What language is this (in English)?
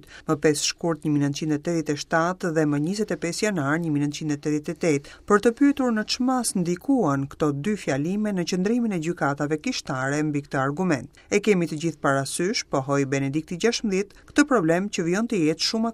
Albanian